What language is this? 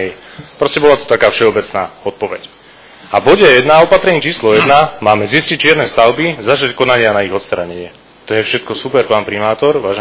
Slovak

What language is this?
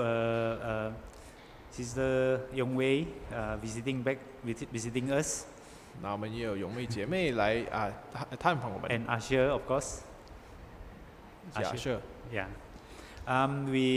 English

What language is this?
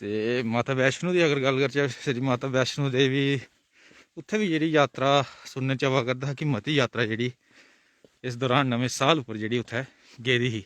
Dogri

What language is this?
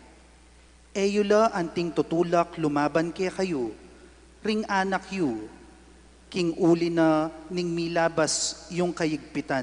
Pampanga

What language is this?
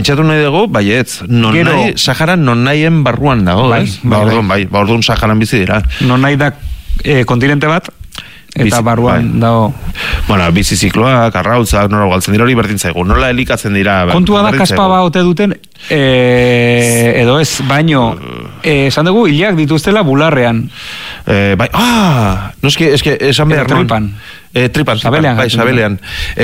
Basque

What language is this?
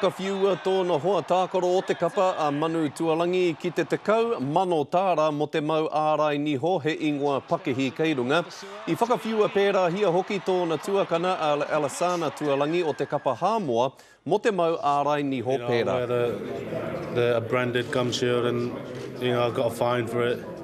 Māori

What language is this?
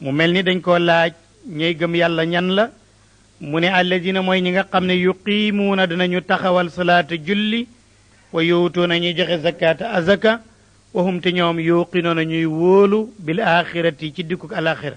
Wolof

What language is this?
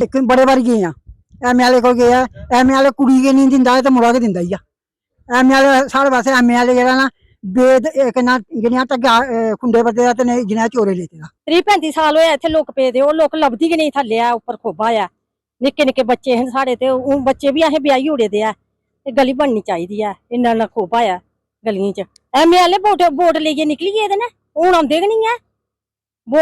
Dogri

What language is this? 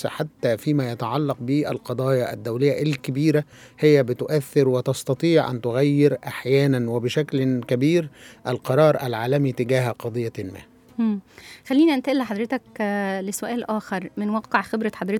Egyptian Arabic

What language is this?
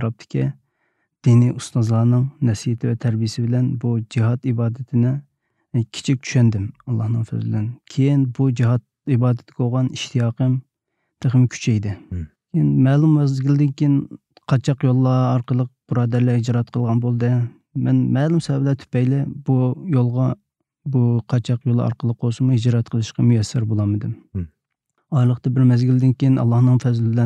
Uyghur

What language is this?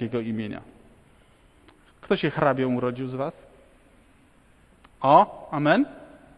Polish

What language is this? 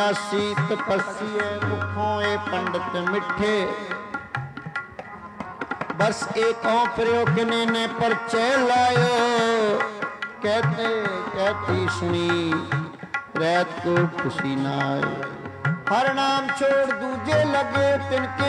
Punjabi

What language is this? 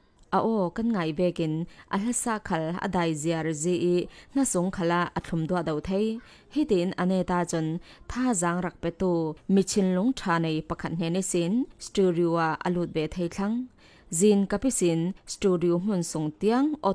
Falam Chin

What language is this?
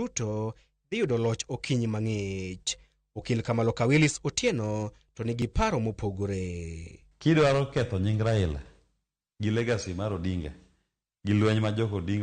Luo (Kenya and Tanzania)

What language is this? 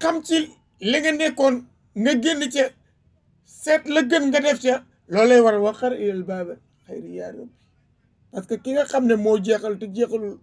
Wolof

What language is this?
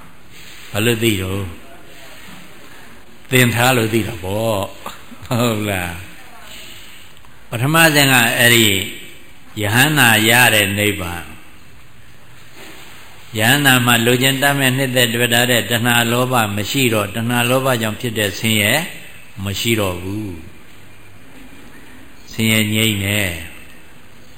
Burmese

